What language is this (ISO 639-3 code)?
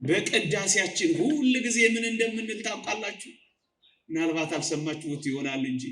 amh